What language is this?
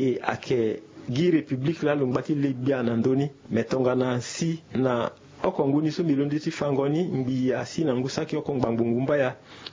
Sango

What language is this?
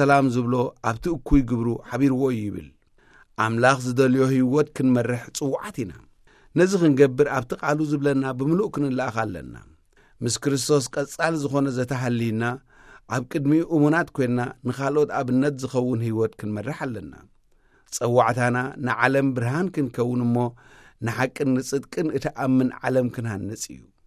Tigrinya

